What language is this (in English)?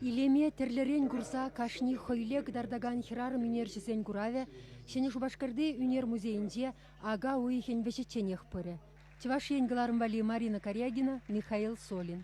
Chuvash